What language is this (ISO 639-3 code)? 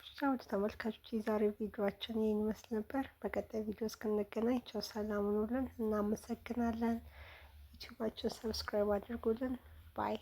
amh